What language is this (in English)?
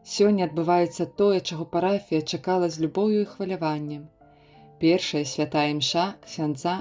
Belarusian